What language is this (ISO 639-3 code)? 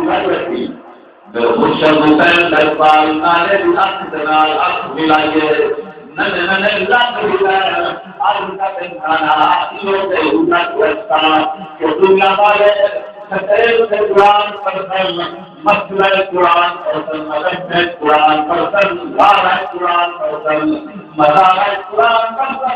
skr